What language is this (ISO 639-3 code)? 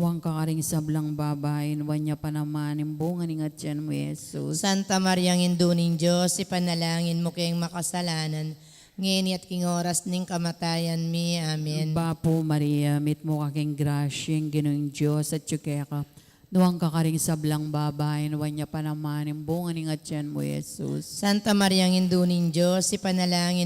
pam